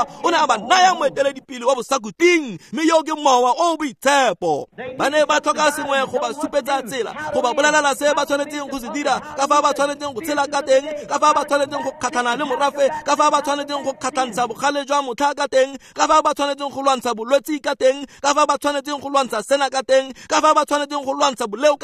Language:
Tswana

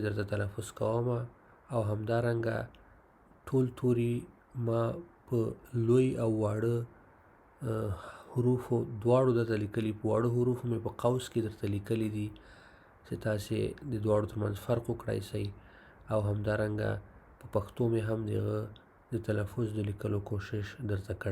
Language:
Pashto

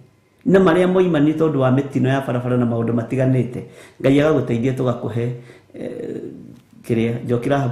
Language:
Kikuyu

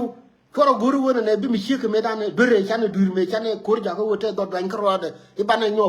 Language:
Nuer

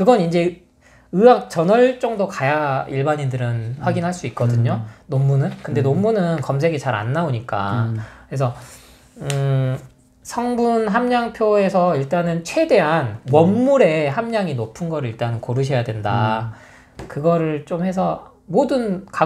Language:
Korean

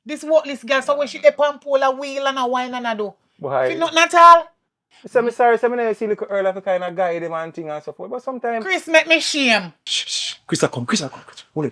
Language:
Jamaican Creole English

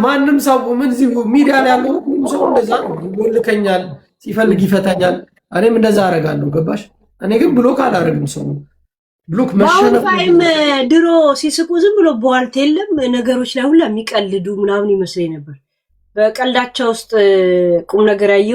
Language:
Amharic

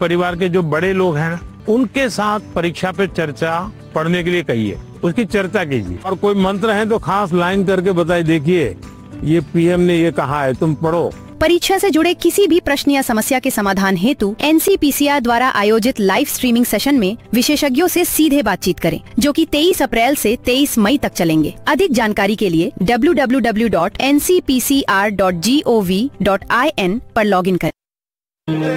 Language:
Hindi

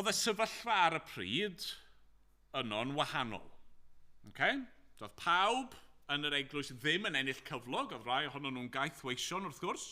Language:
Welsh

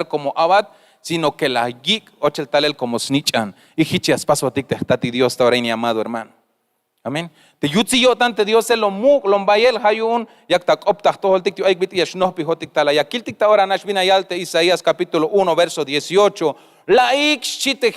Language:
Tzeltal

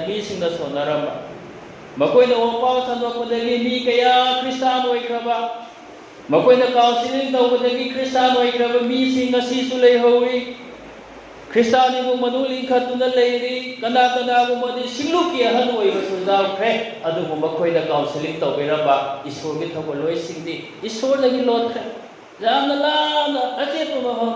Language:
Manipuri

